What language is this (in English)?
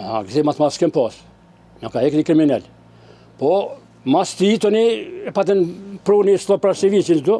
Albanian